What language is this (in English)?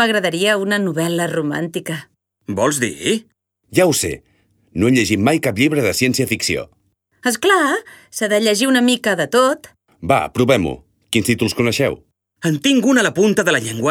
Catalan